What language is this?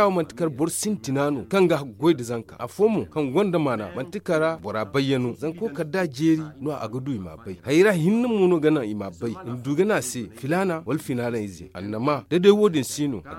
Zarma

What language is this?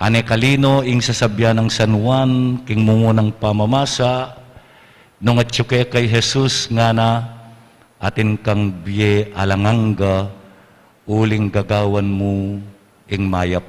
Pampanga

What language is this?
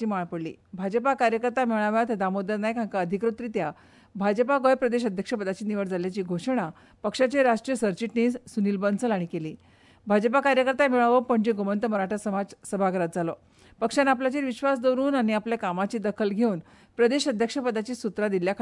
Konkani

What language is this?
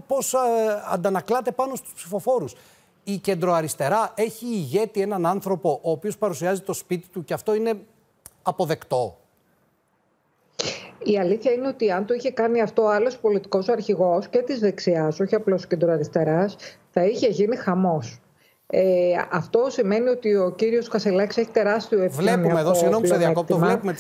Greek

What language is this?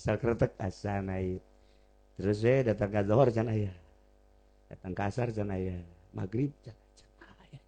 Sundanese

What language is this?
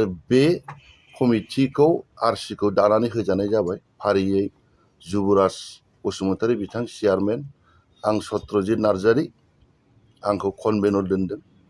Bodo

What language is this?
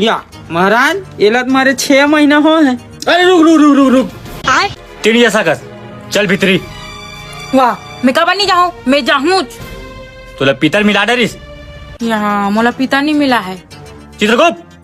Chhattisgarhi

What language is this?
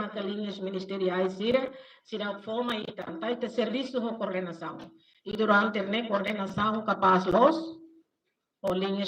Tetum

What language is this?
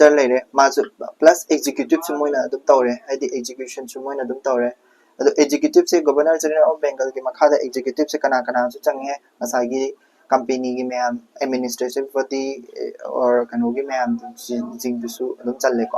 Manipuri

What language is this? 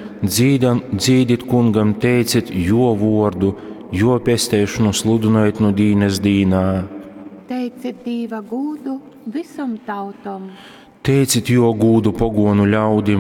Latgalian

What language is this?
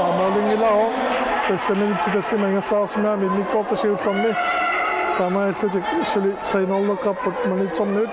Kalaallisut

